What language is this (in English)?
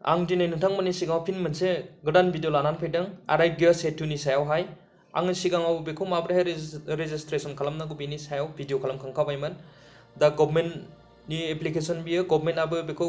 Bodo